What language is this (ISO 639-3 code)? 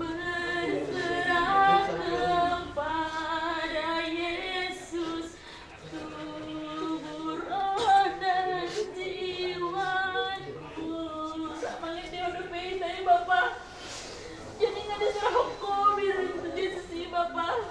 bbc